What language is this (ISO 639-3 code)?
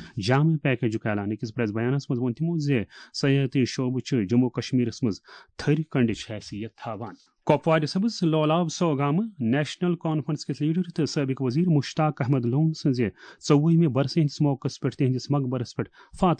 kas